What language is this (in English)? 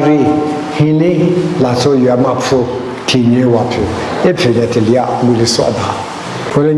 Lisu